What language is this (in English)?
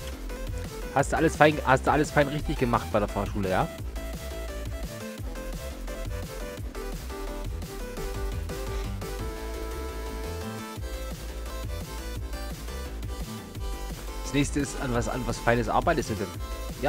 German